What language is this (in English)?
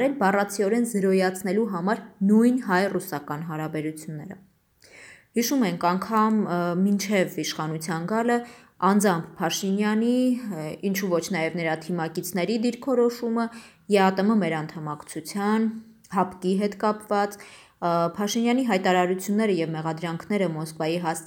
Armenian